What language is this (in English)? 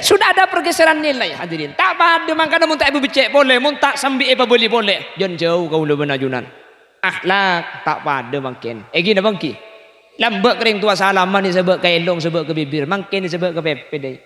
Madurese